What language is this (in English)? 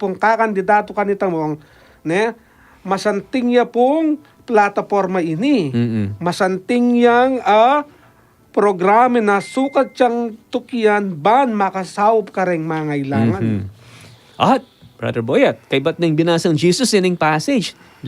Pampanga